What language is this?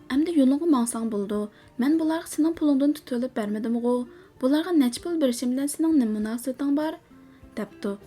Uyghur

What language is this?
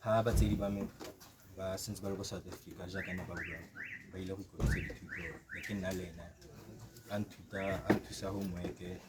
Tswana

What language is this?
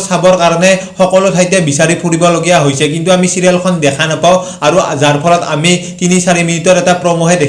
Assamese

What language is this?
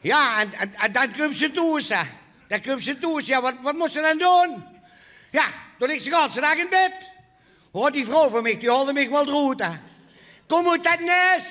Limburgish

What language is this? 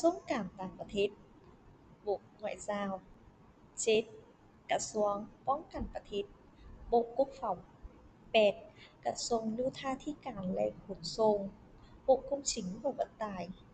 Lao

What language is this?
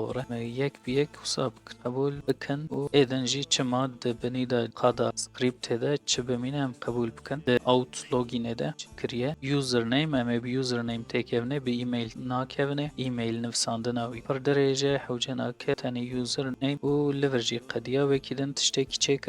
Kurdish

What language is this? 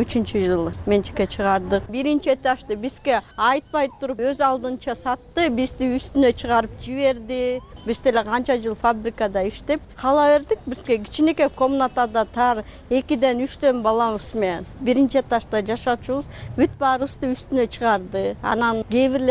Kyrgyz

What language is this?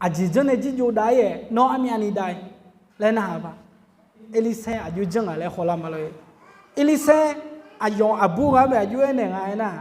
Akha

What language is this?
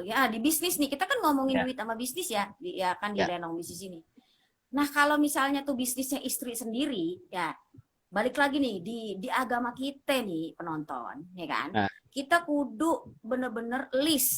Betawi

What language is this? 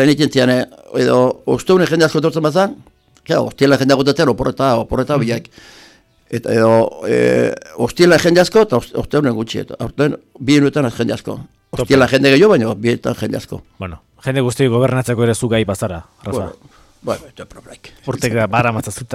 Basque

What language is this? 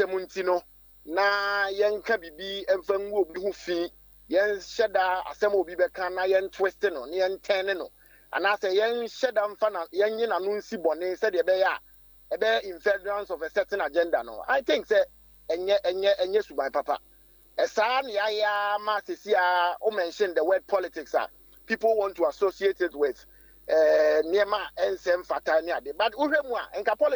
Akan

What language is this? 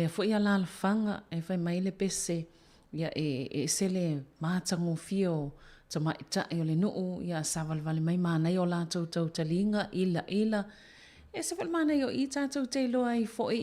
Samoan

